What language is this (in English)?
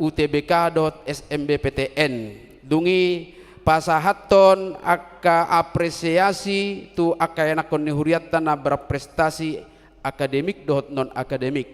Batak Toba